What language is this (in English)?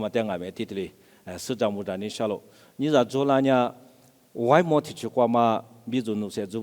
Lisu